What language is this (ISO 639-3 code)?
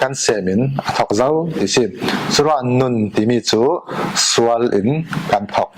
cfm